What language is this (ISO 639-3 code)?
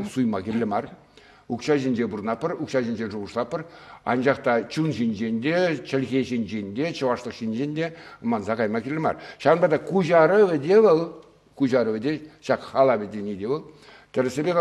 chv